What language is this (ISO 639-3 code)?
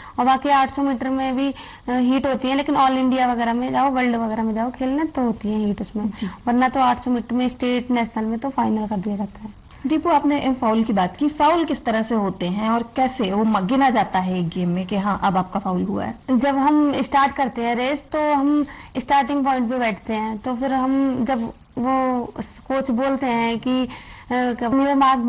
hin